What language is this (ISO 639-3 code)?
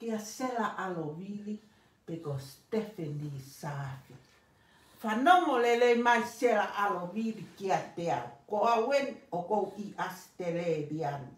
ton